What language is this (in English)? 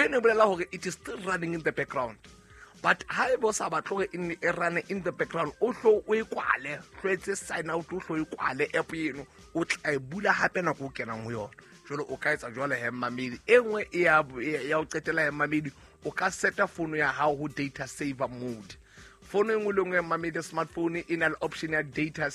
Southern Sotho